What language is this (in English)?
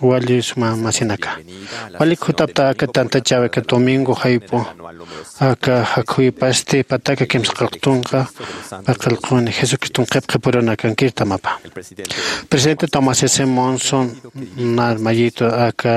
Aymara